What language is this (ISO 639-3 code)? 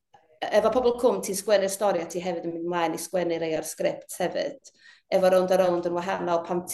cym